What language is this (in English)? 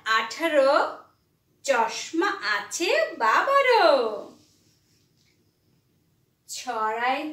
Bangla